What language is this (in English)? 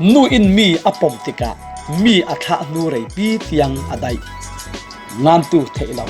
Falam Chin